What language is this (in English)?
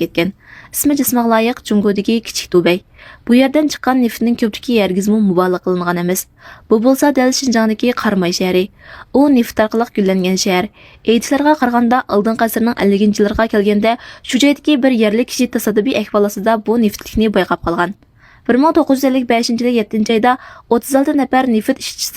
Uyghur